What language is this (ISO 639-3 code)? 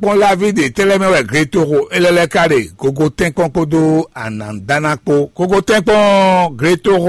fon